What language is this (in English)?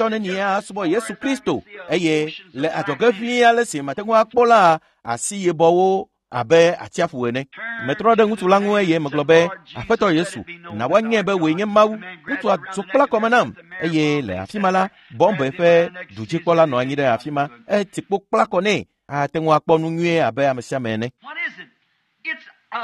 Ewe